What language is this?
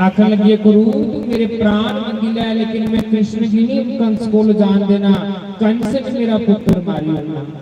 Dogri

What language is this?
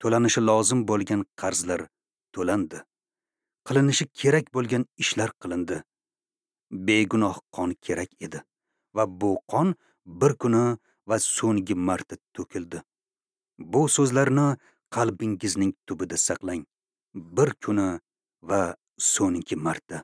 Uzbek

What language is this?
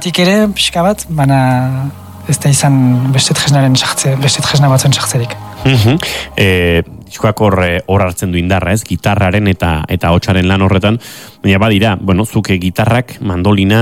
Basque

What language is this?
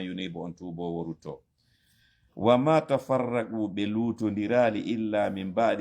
Fula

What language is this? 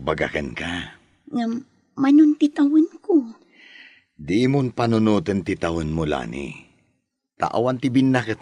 Iloko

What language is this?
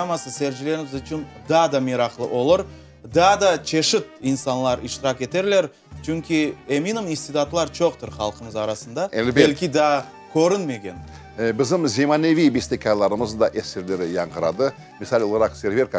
Crimean Tatar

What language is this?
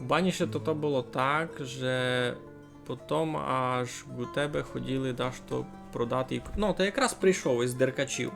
Rusyn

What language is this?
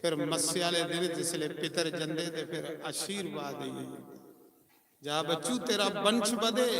Dogri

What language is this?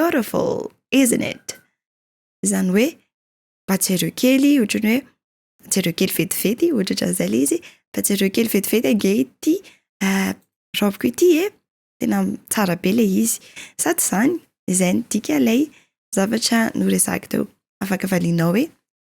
Malagasy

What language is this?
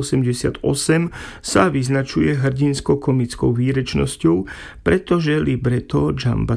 Slovak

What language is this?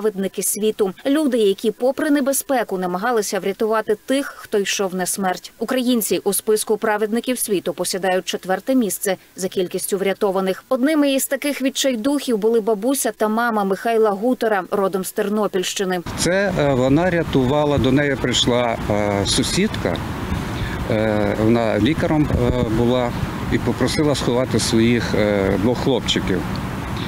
Ukrainian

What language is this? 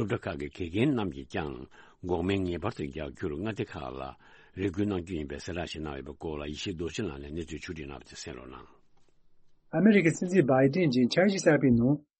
Tibetan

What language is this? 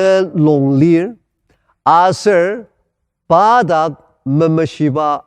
Ao Naga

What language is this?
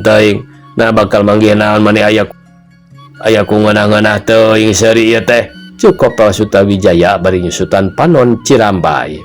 Sundanese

